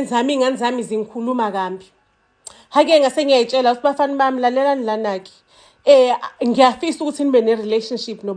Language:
Zulu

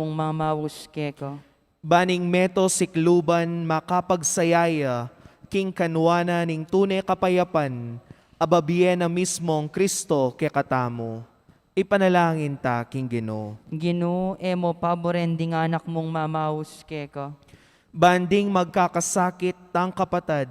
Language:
Pampanga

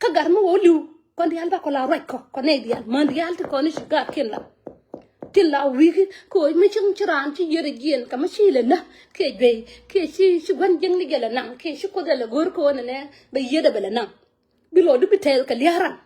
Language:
Nuer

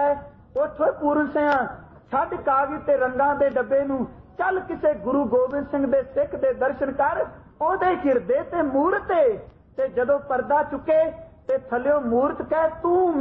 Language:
Punjabi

